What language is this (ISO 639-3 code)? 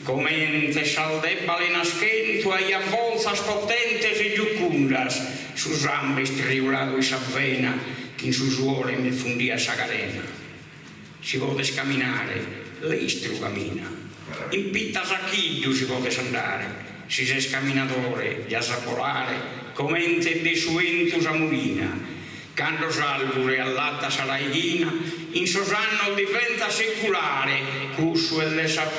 srd